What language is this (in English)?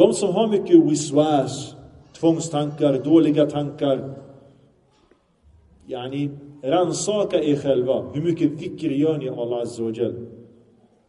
Swedish